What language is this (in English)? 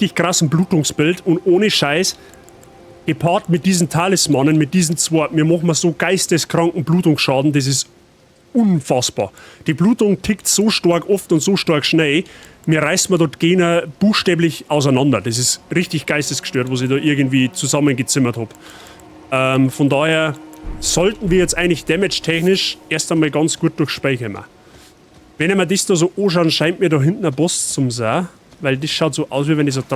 Bavarian